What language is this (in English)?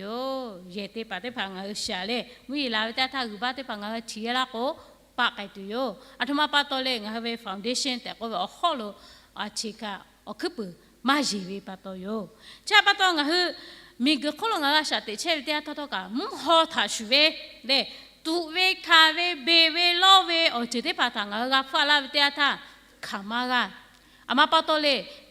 Lahu